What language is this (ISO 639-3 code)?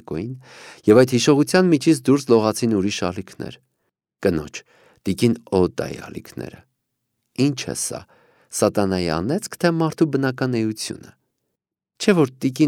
hye